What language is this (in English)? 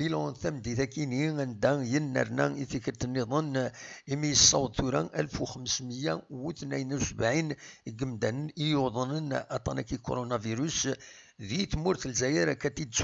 Kabyle